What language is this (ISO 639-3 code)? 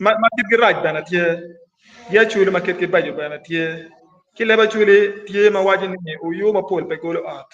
ach